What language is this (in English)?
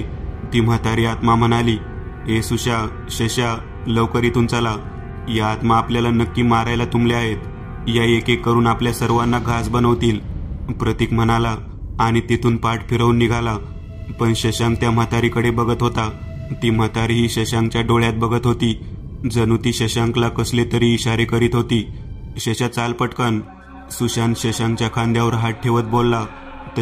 Marathi